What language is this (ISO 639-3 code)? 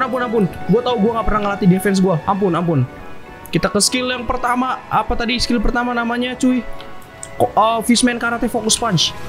ind